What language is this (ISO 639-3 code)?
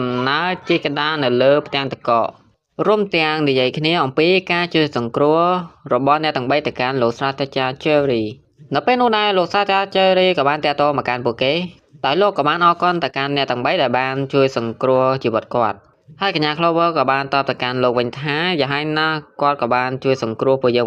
khm